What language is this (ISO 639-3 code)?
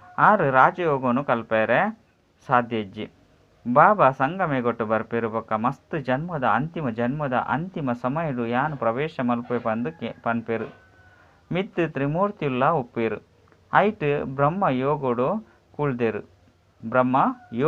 tcy